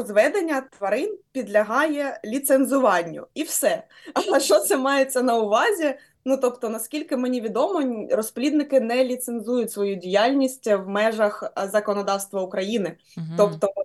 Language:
Ukrainian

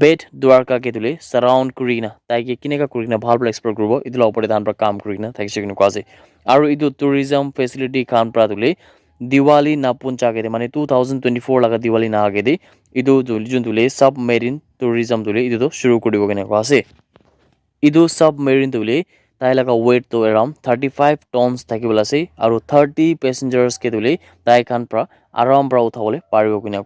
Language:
Naga Pidgin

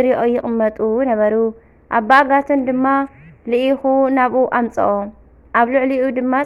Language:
Tigrinya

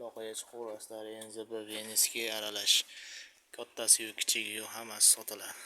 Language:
Uzbek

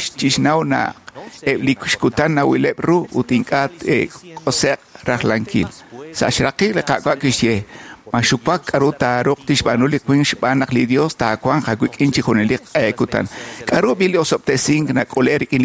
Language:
Kekchí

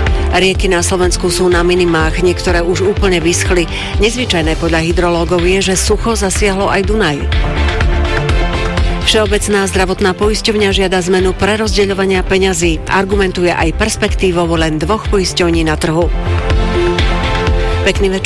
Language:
Slovak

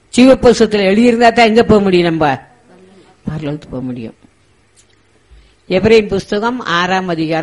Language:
Tamil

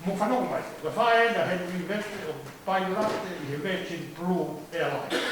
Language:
Tongan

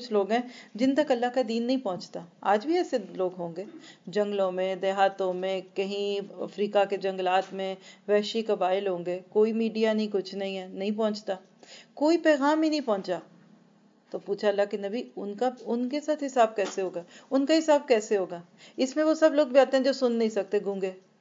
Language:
Urdu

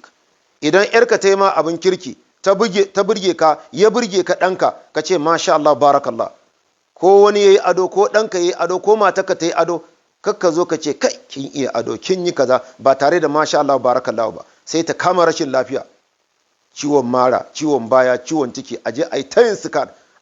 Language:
Hausa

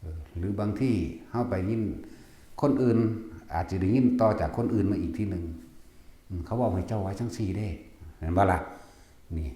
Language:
Northeastern Thai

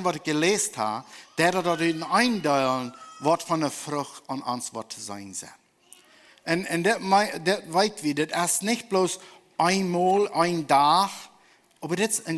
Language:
Plautdietsch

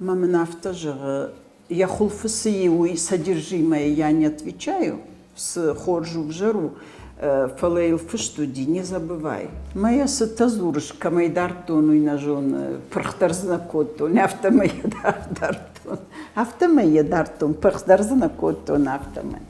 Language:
Ossetic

